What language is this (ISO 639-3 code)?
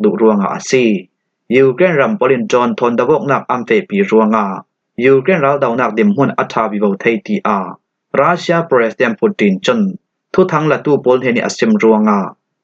cfm